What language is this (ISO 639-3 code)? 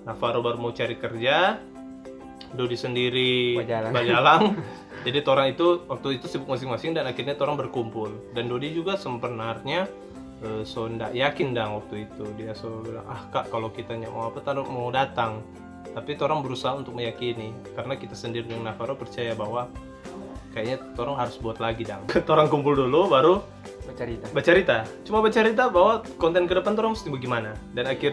xmm